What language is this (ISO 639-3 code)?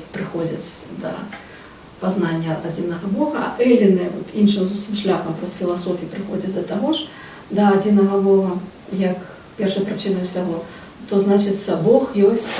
bel